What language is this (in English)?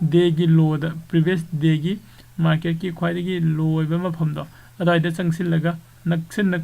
Manipuri